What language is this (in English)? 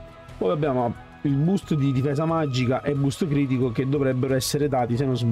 Italian